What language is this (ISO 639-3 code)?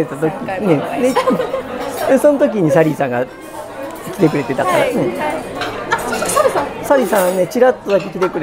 jpn